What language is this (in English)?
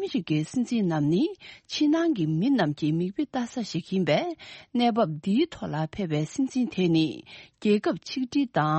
Tibetan